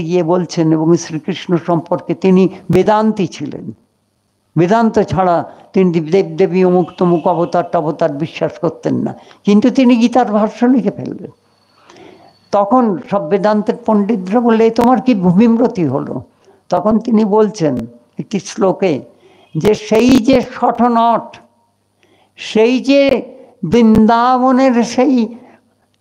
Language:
Bangla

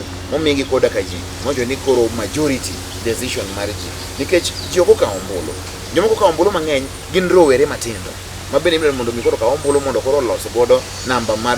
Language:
Luo (Kenya and Tanzania)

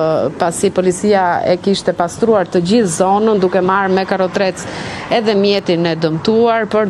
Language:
Albanian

